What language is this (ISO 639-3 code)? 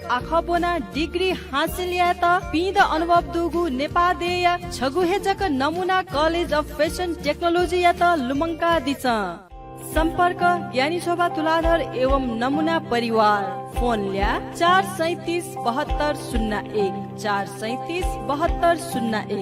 new